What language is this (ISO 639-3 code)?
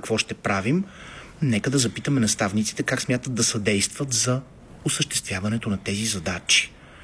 bul